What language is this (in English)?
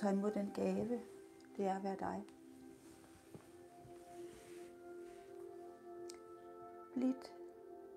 Danish